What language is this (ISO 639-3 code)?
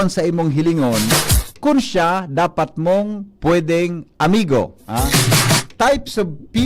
bik